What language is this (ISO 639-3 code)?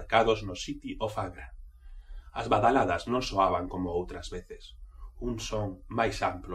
glg